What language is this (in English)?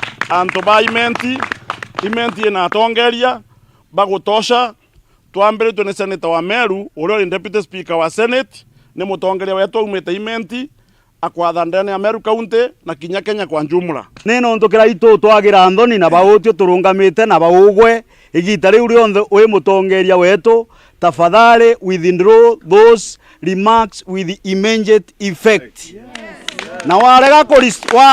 Meru